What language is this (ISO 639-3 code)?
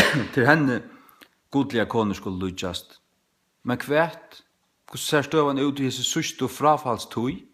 fao